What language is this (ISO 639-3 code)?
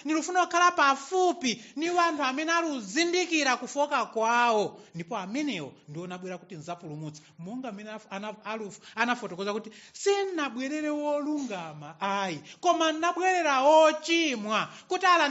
nya